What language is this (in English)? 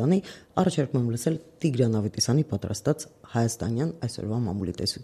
Armenian